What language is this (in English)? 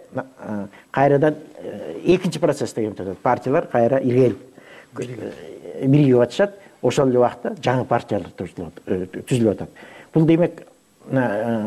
Kyrgyz